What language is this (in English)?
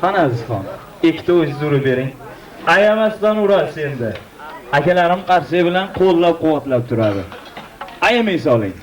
Uzbek